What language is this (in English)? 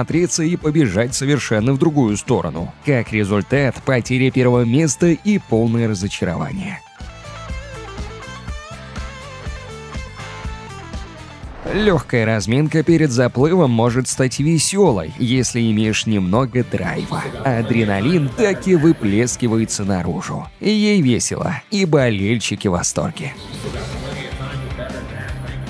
Russian